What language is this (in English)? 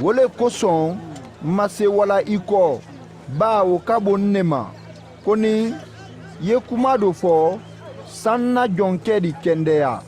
Mandingo